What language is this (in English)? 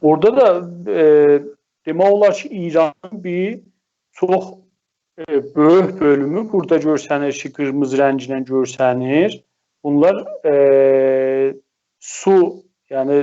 South Azerbaijani